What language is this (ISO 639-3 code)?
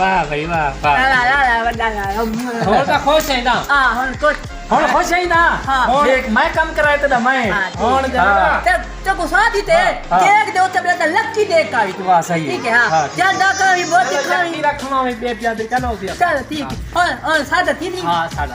skr